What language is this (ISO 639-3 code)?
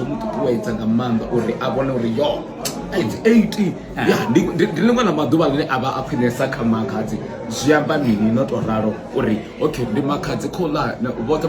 ven